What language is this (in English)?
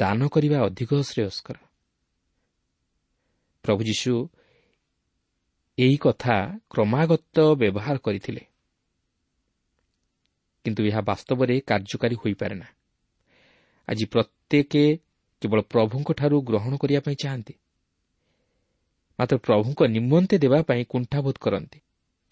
Odia